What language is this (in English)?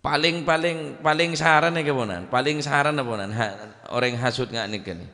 Madurese